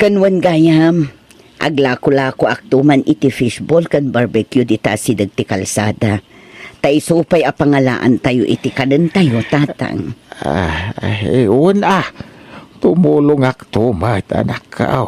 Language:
Iloko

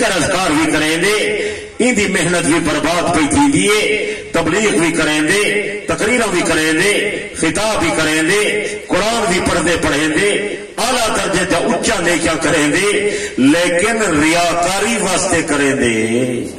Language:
Saraiki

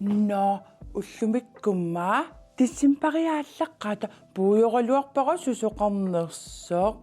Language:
Kalaallisut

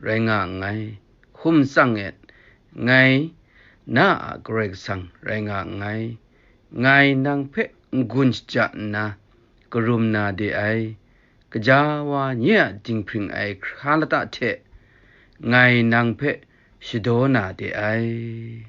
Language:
Kachin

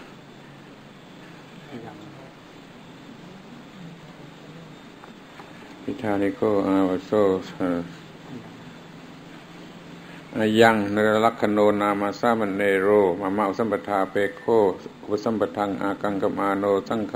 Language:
Thai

